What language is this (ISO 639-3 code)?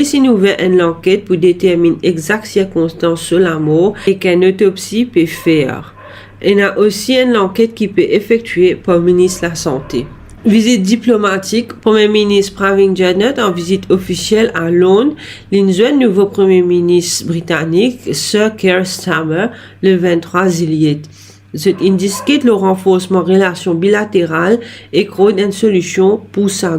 mfe